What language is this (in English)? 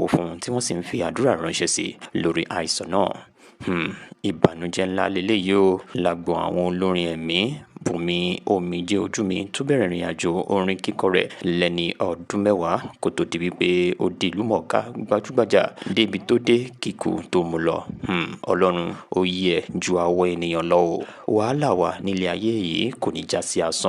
Yoruba